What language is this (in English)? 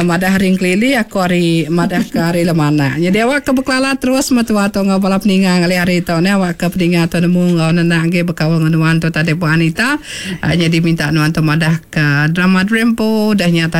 Iban